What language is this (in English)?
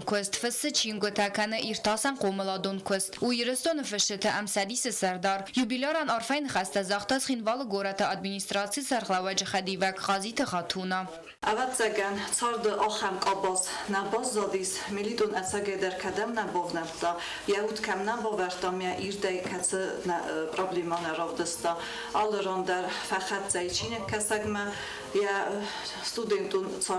Ossetic